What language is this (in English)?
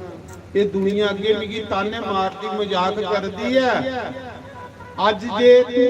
Dogri